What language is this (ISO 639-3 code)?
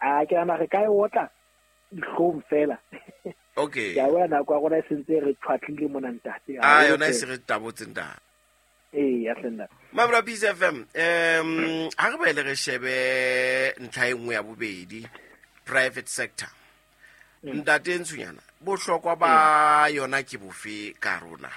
sot